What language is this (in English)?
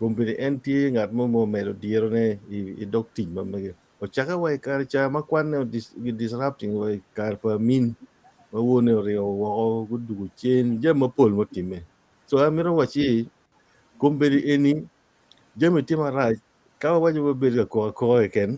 Acoli